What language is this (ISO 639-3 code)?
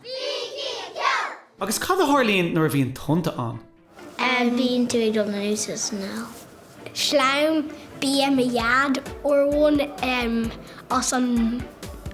gle